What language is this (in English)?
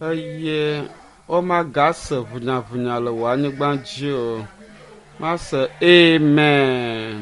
Ewe